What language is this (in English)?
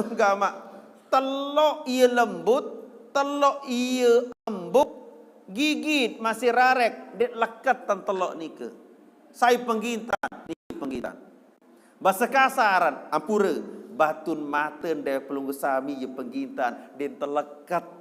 Sasak